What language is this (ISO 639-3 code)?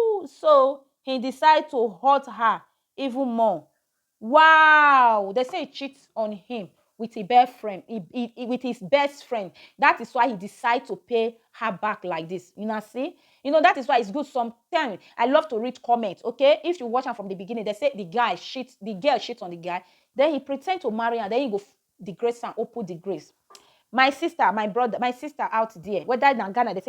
pcm